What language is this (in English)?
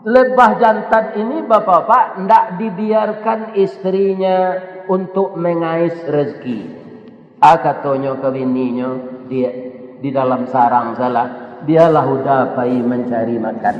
Minangkabau